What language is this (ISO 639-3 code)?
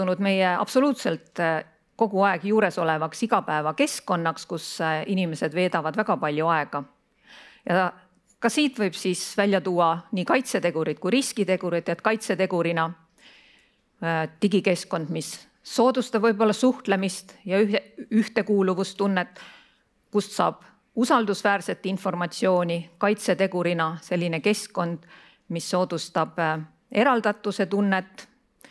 est